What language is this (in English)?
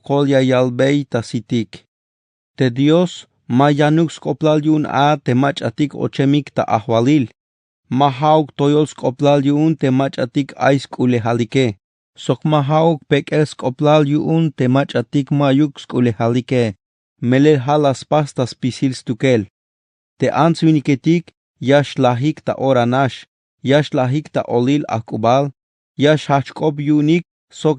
Tzeltal